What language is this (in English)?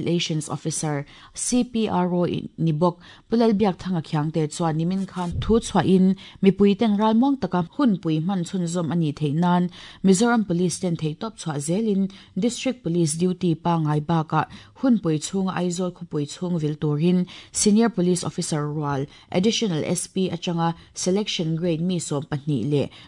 Mizo